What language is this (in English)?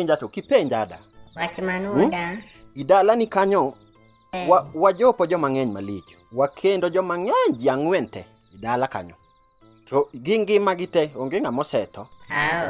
Luo (Kenya and Tanzania)